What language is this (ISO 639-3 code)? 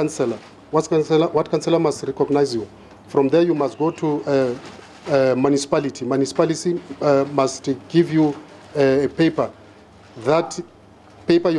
tso